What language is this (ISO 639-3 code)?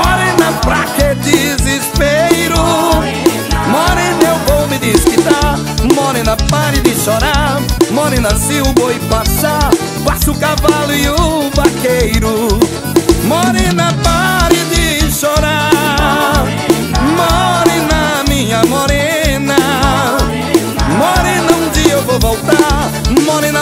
por